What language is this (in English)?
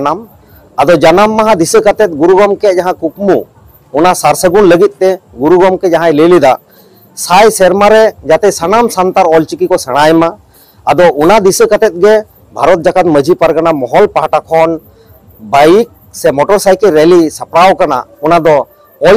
Santali